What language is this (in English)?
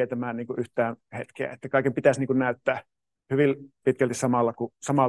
Finnish